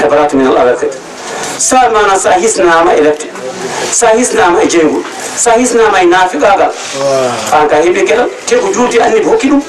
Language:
Fula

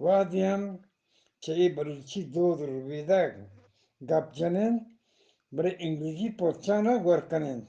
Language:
Eastern Balochi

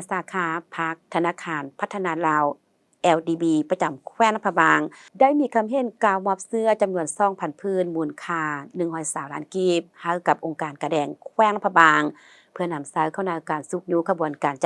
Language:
Lao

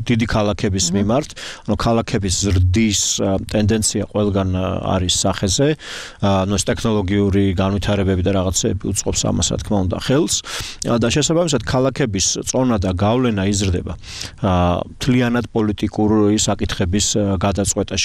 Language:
Georgian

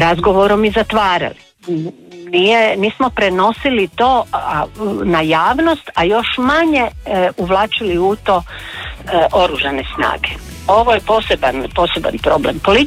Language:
Croatian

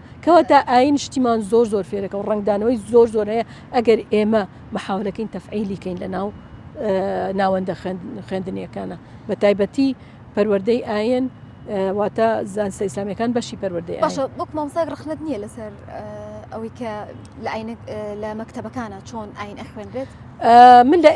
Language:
Central Kurdish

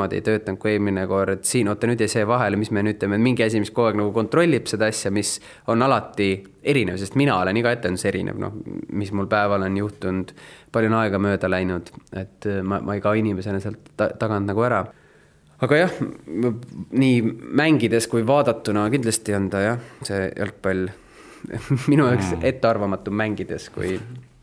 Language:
Estonian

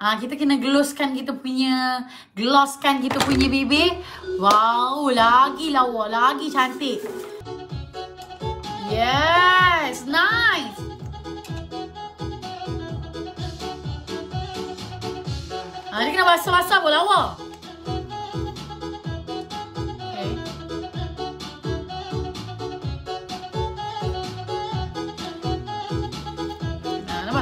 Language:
Malay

